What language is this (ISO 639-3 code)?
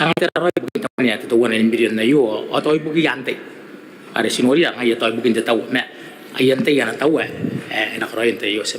gil